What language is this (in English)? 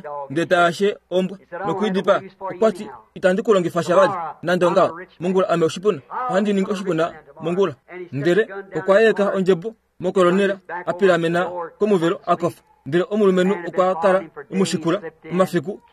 Kuanyama